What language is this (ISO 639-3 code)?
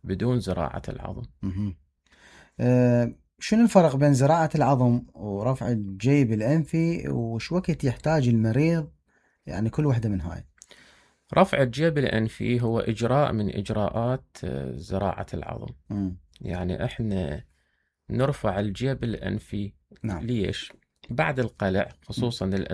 acm